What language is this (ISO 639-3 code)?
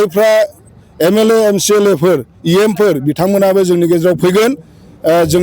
brx